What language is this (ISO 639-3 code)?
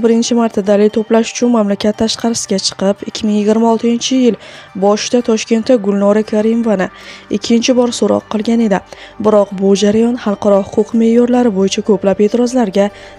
uzb